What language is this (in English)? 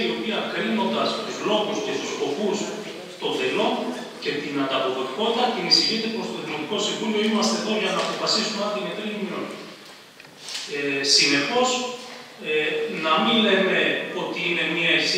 Greek